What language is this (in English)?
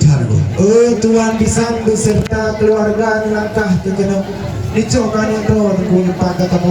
Achinese